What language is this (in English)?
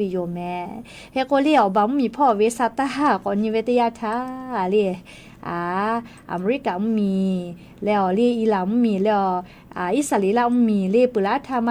Lahu